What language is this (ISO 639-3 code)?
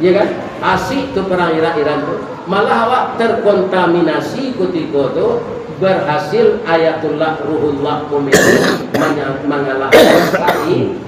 min